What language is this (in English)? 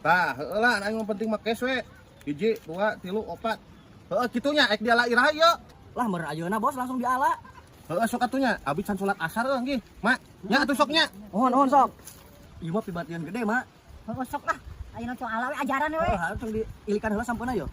Sundanese